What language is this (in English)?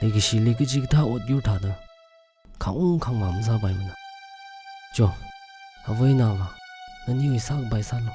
Tangkhul Naga (India)